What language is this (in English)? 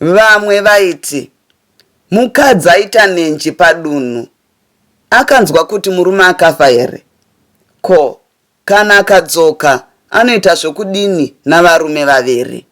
Shona